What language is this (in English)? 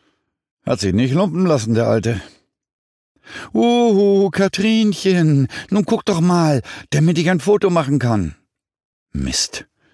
German